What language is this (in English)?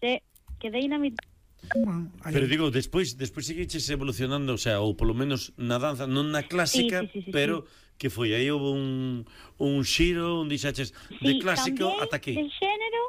Galician